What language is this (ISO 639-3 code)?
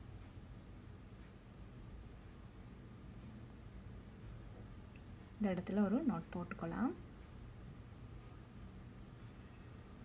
tam